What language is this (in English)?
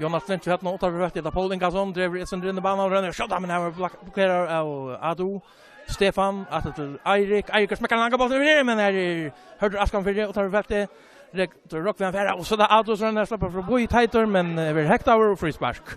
Faroese